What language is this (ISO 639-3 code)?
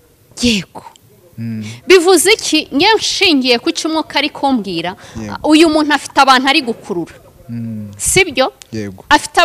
kin